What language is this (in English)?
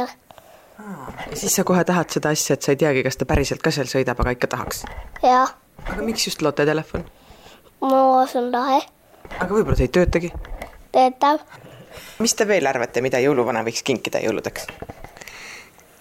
Estonian